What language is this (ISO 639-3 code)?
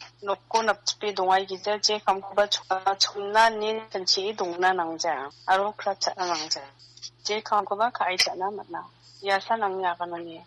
grt